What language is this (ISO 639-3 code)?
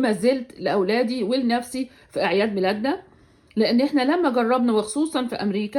arz